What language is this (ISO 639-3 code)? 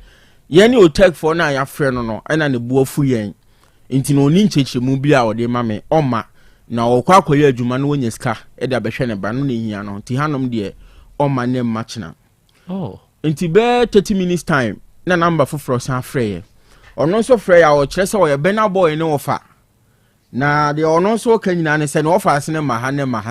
aka